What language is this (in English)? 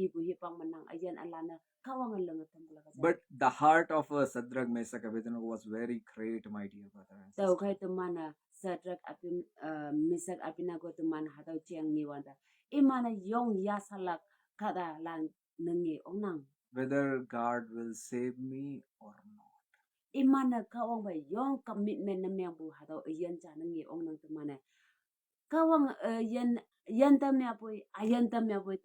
Konyak Naga